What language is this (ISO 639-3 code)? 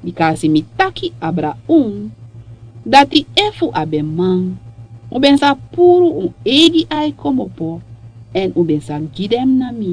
srn